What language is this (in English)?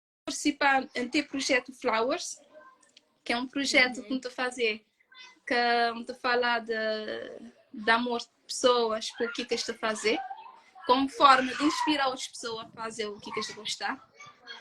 Kabuverdianu